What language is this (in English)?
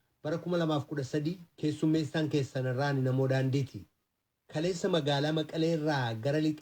Oromo